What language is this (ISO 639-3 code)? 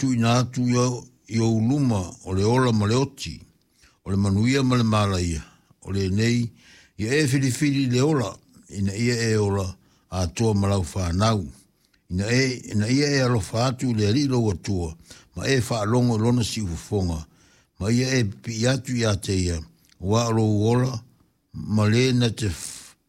smo